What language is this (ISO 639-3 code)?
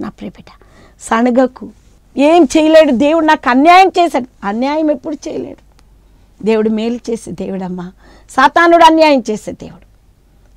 tel